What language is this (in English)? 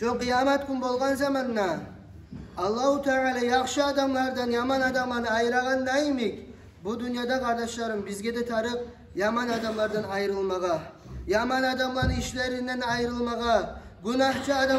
Kumyk